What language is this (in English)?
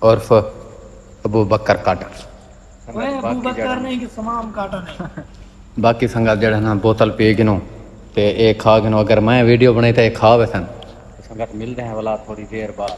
Saraiki